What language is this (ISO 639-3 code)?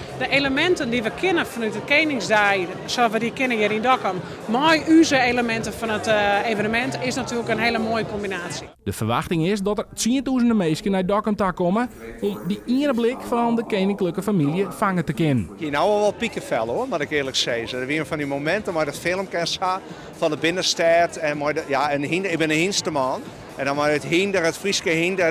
fry